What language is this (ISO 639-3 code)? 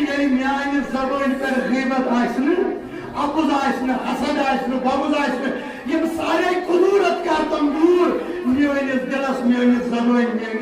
kas